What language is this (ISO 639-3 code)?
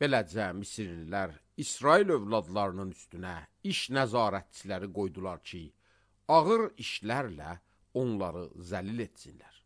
aze